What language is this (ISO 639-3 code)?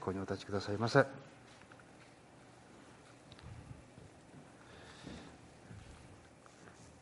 jpn